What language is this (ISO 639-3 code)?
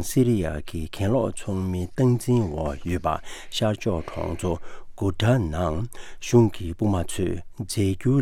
bod